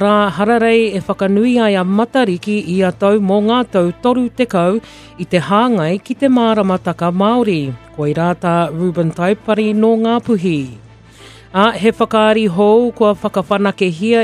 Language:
Māori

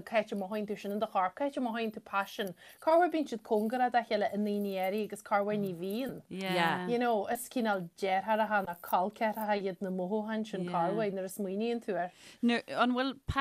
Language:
Irish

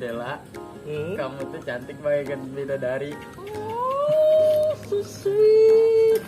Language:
Banjar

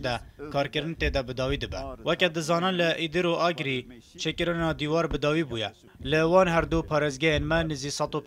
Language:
Kurdish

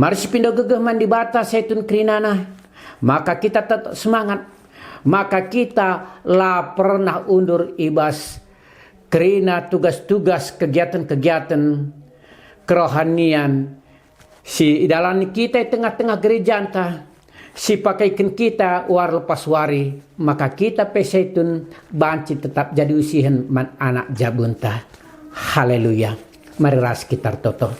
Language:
Batak Karo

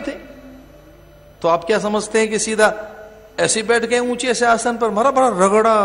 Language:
Hindi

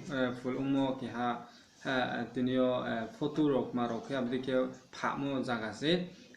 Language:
Riang (India)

